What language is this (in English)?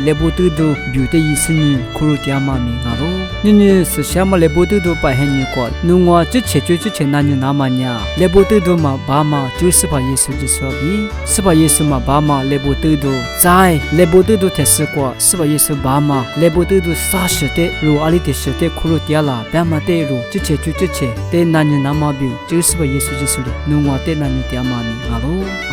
Lisu